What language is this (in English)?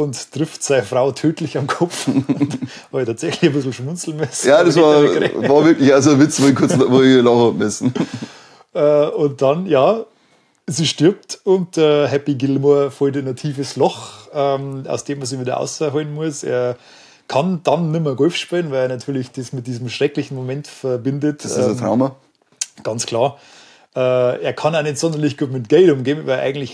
Bavarian